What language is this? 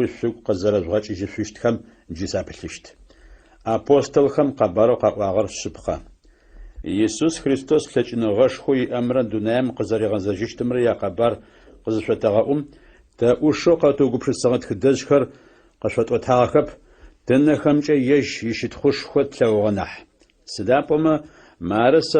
Adyghe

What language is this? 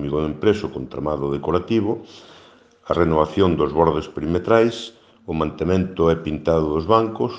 Galician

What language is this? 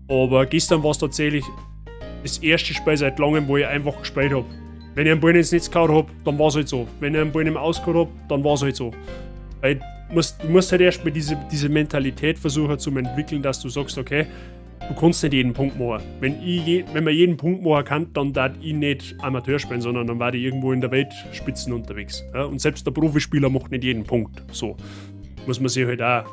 Bavarian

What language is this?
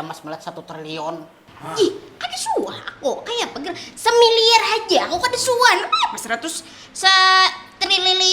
Banjar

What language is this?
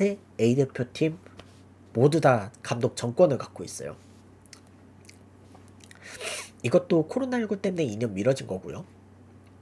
Korean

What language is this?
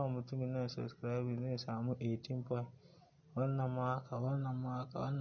Hausa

